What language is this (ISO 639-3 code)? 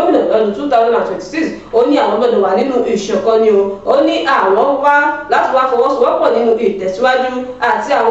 yor